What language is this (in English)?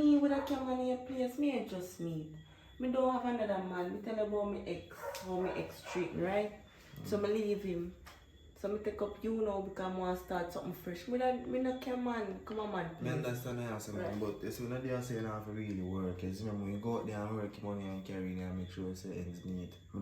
Jamaican Creole English